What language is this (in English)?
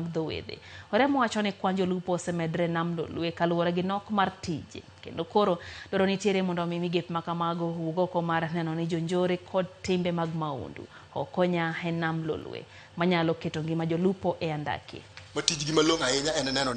Luo (Kenya and Tanzania)